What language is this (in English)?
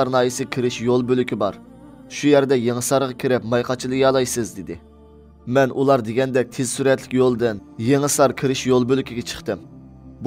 Uyghur